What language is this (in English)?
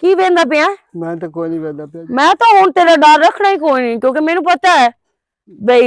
Western Panjabi